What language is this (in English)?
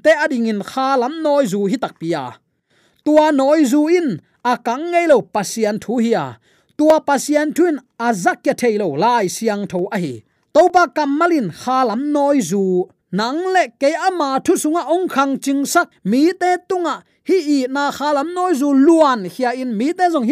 Tedim Chin